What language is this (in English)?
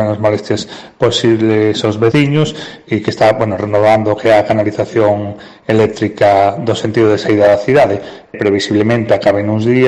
Galician